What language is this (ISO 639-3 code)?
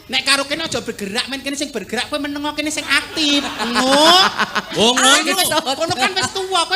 jav